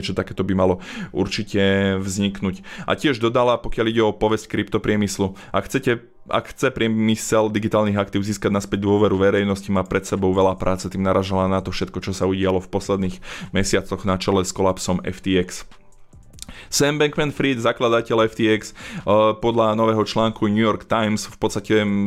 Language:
Slovak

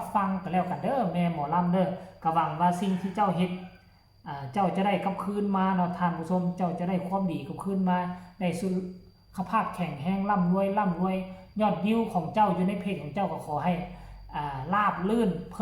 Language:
Northeastern Thai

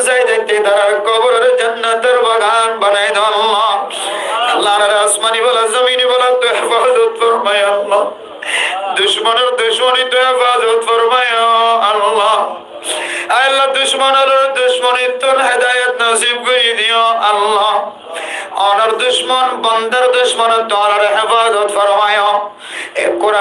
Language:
Rohingya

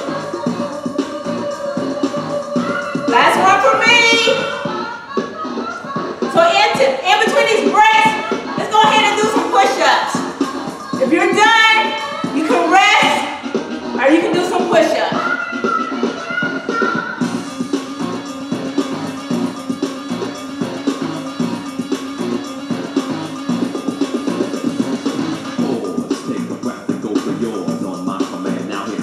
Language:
English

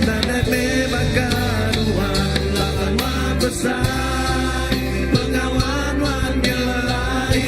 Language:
Iban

